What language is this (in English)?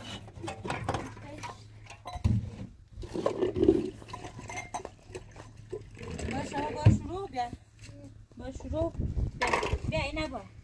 Persian